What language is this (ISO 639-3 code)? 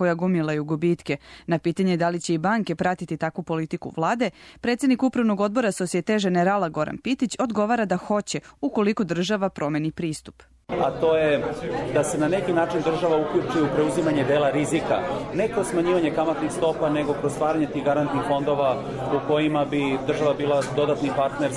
srp